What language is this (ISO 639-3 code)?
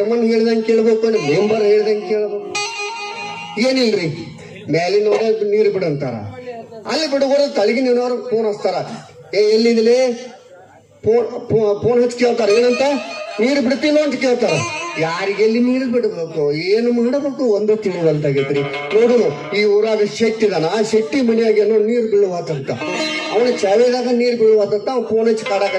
kan